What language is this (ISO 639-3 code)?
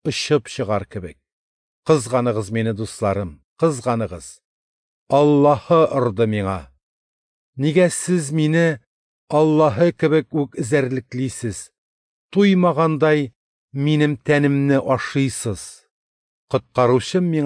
tat